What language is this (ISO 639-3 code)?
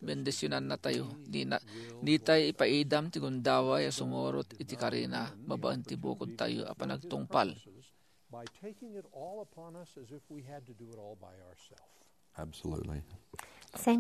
ilo